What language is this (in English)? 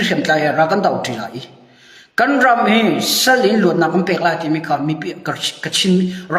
Hakha Chin